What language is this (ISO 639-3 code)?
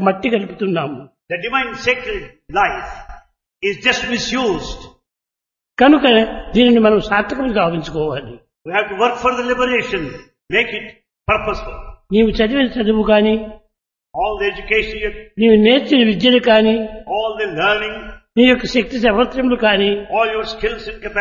tel